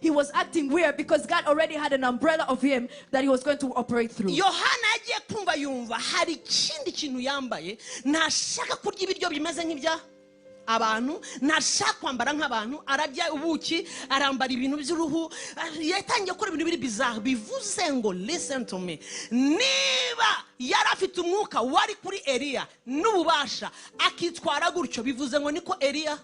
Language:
Kinyarwanda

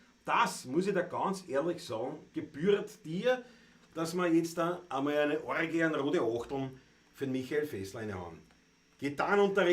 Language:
Bavarian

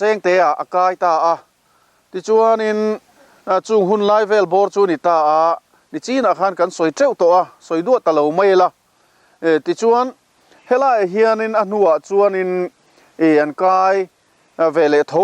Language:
Mizo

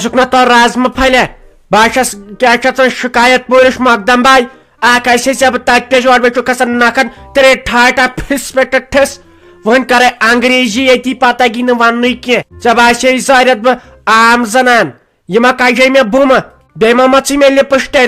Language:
Kashmiri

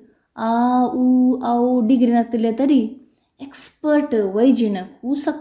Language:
Konkani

